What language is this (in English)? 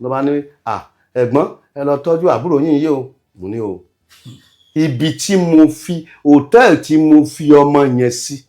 Yoruba